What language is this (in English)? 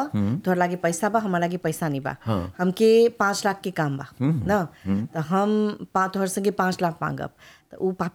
Bhojpuri